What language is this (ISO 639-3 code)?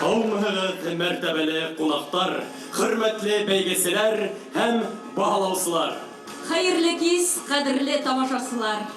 bak